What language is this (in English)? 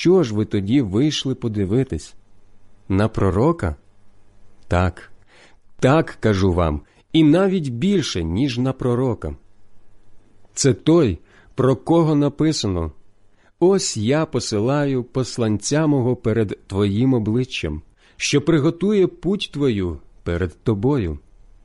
Ukrainian